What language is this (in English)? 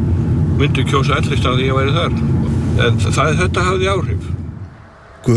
Icelandic